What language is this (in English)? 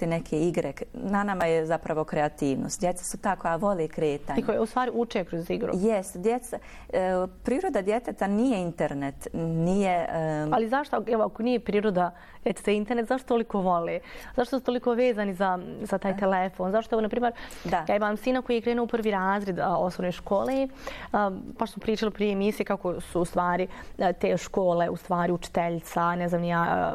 Bosnian